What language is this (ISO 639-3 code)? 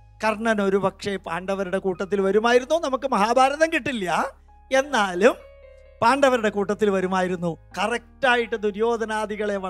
mal